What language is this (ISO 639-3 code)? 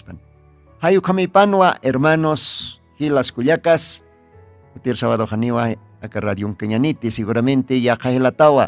aym